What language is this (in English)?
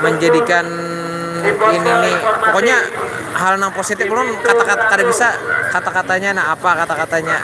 Banjar